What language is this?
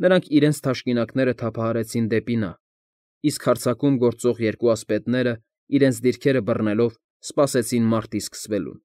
Armenian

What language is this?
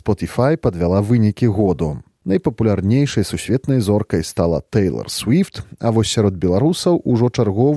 Belarusian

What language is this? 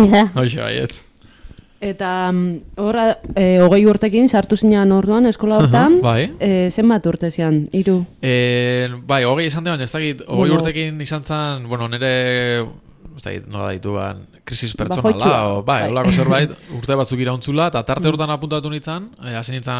Basque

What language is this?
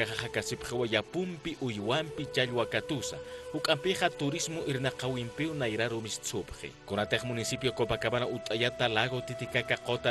Aymara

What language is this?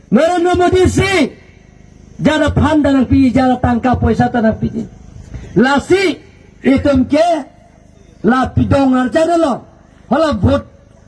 Karbi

